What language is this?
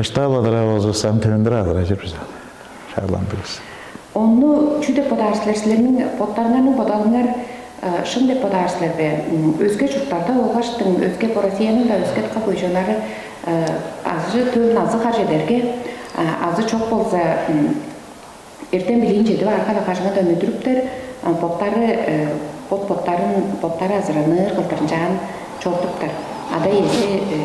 Tuvinian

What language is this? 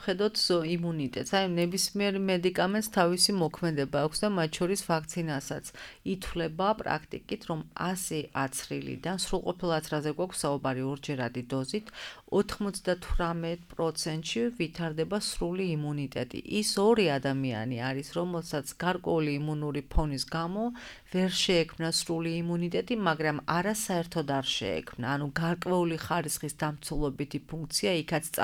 Georgian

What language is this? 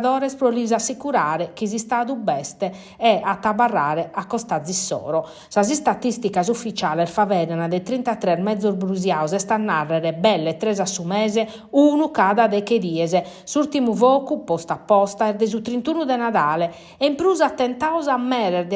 Sardinian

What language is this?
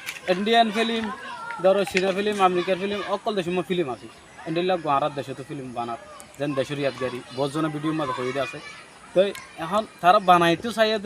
Rohingya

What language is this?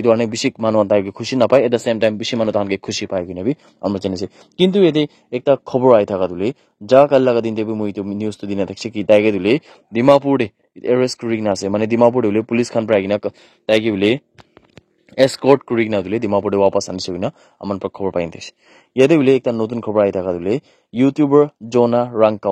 Naga Pidgin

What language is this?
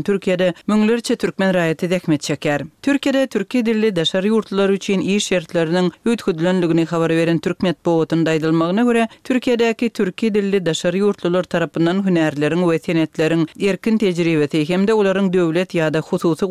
Turkmen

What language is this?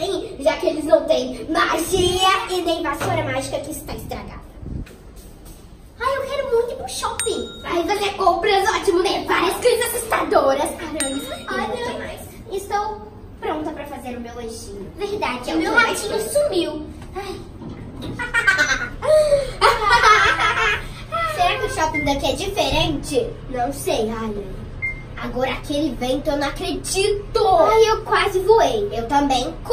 Portuguese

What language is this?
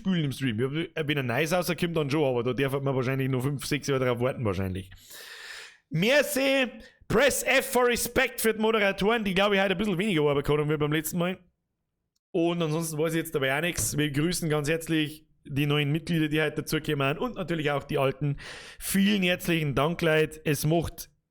Bavarian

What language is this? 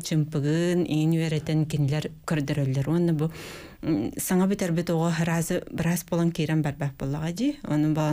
Yakut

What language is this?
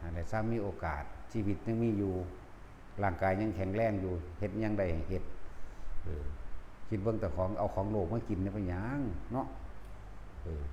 Northeastern Thai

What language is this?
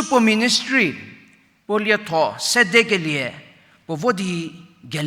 Angami Naga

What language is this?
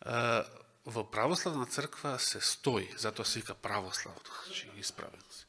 Macedonian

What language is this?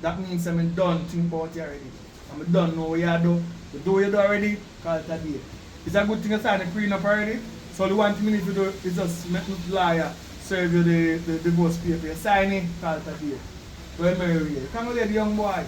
Jamaican Creole English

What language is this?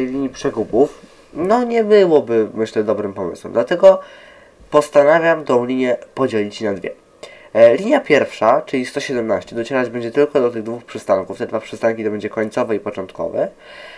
Polish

